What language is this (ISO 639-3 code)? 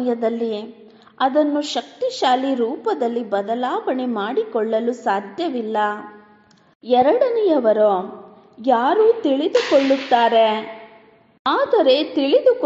kan